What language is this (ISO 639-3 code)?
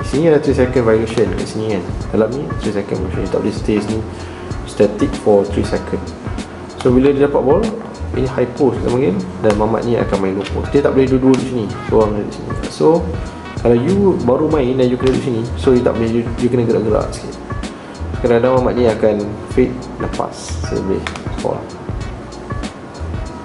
msa